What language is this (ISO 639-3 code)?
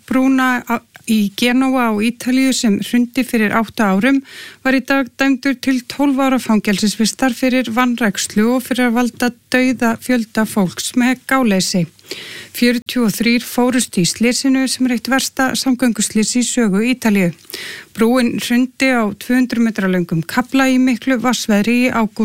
isl